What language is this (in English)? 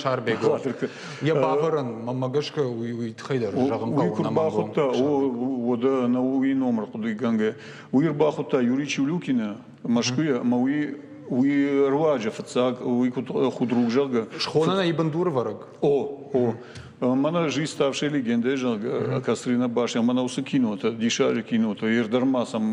Ossetic